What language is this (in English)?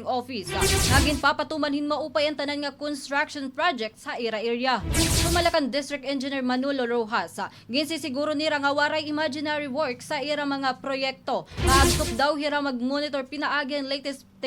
Waray